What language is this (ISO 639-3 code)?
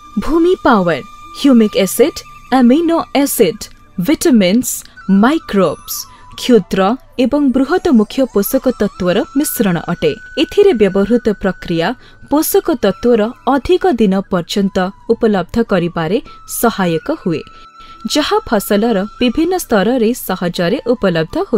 ori